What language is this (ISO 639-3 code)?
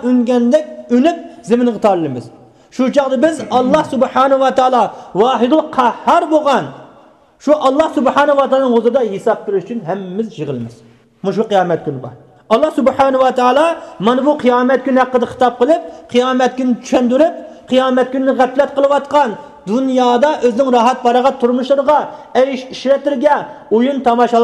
uig